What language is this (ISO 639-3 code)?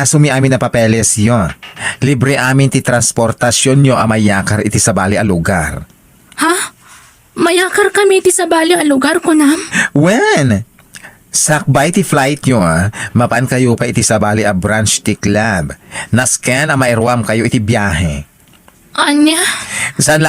ilo